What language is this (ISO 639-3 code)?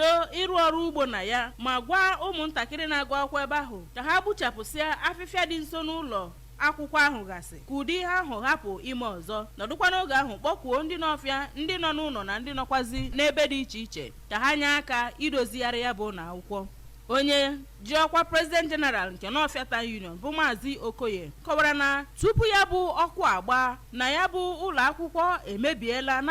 ibo